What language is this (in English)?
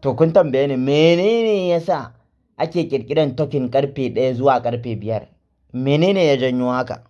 Hausa